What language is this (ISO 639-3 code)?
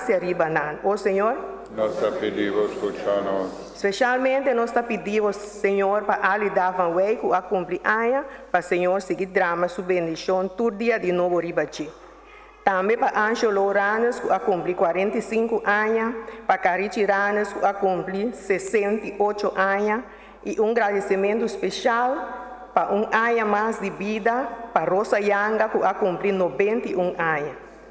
pap